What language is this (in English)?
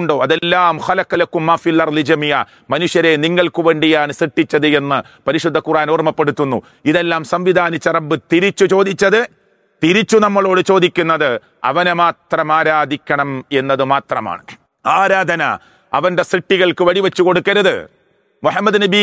Malayalam